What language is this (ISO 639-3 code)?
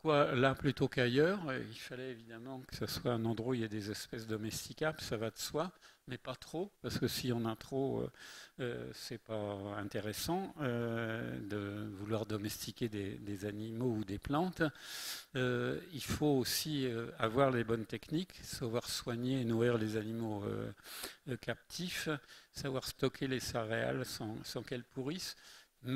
fra